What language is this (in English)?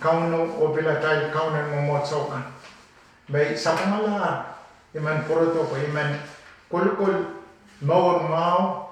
Pohnpeian